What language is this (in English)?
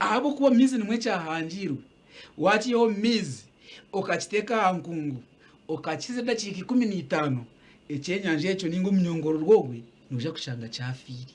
Nyankole